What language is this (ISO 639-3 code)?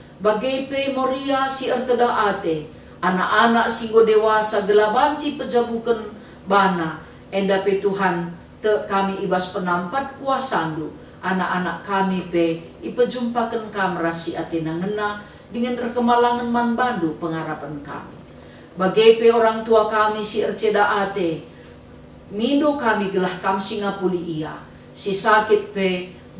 btx